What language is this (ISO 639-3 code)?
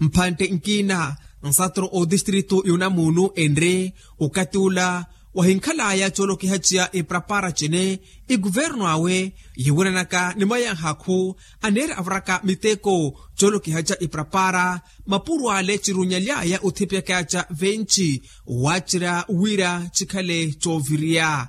vmw